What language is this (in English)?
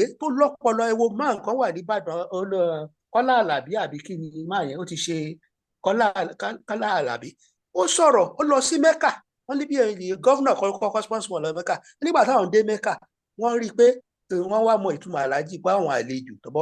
Yoruba